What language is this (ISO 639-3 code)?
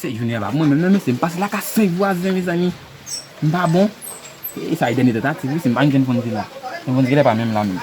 hat